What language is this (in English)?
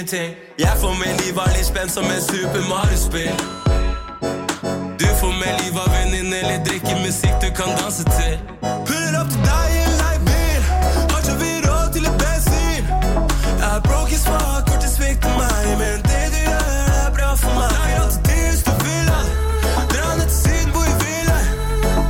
Norwegian